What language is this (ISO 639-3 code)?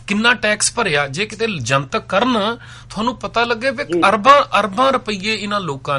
pan